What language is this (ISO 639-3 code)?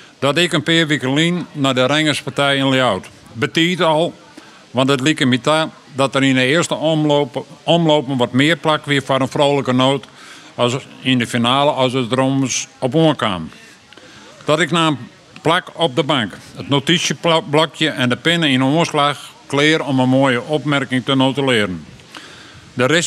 fry